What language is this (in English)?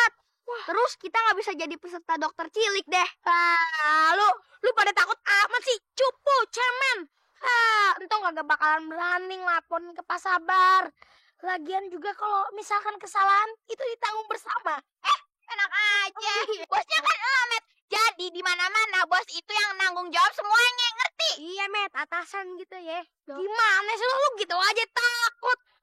Betawi